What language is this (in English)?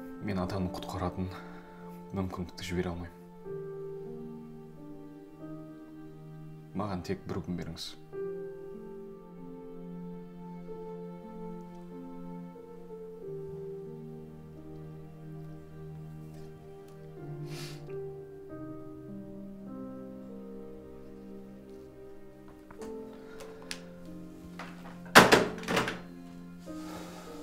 Kazakh